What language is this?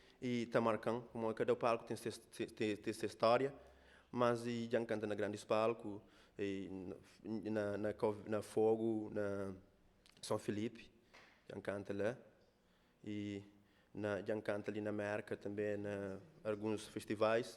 Kabuverdianu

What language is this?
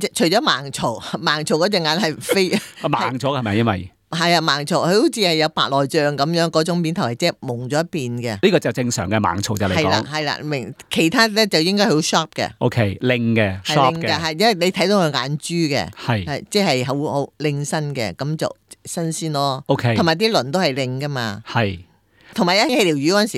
Cantonese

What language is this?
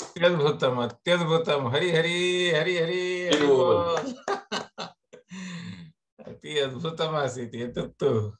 Sanskrit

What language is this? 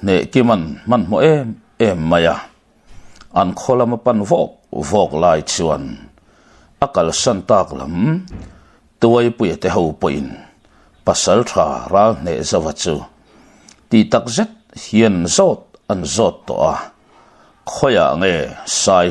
Mizo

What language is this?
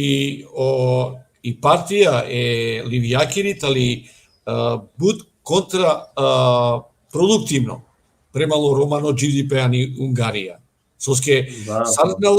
Balkan Romani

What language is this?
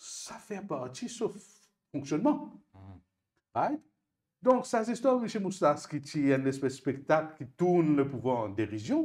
Morisyen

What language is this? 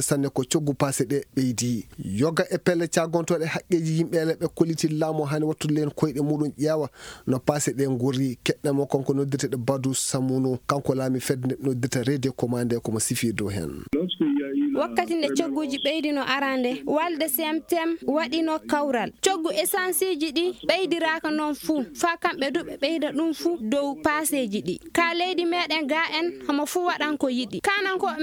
Fula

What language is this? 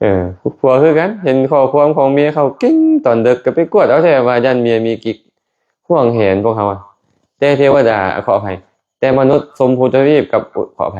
Lao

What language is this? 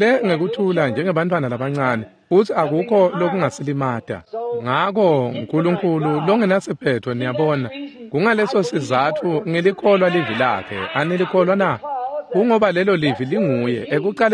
Swati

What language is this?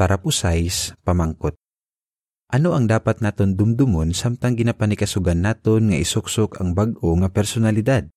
Hiligaynon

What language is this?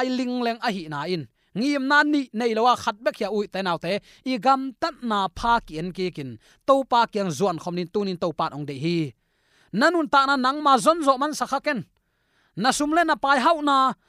Tedim Chin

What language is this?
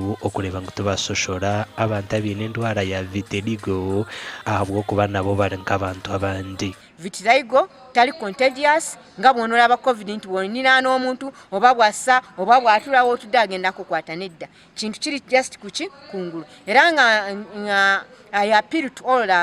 Nyankole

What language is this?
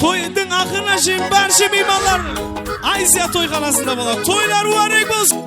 Kara-Kalpak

